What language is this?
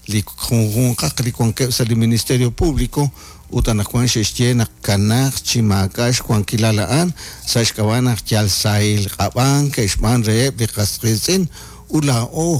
Kekchí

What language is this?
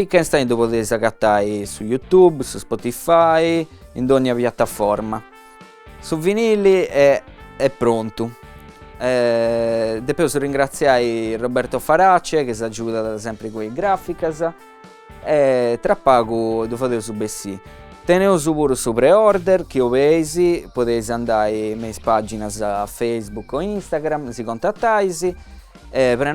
Sardinian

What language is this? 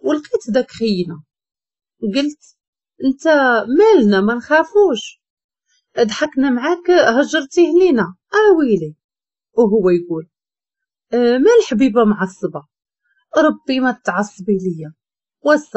Moroccan Arabic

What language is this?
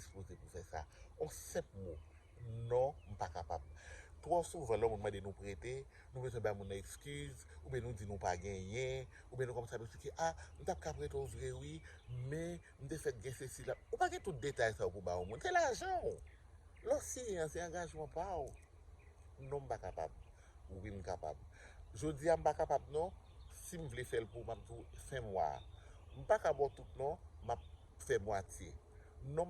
Haitian Creole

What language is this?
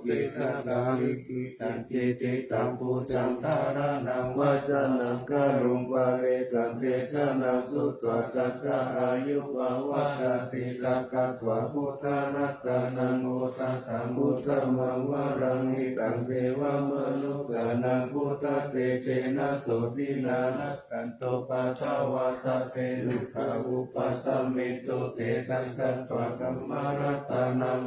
Pali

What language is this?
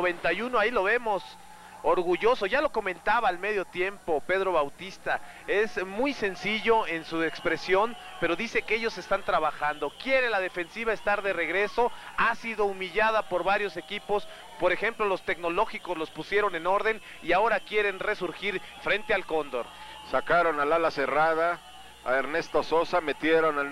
Spanish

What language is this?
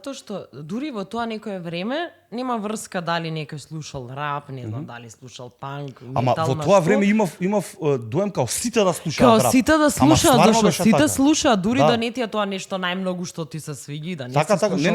Macedonian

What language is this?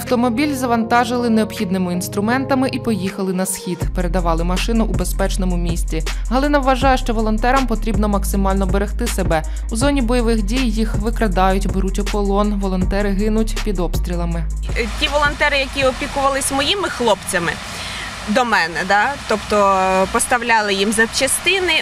Ukrainian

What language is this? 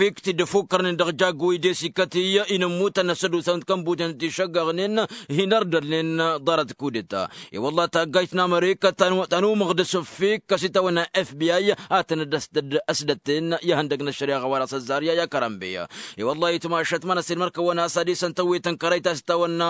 Tamasheq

